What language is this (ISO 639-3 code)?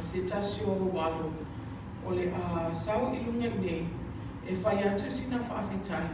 smo